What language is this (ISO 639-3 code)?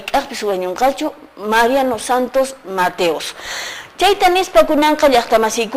que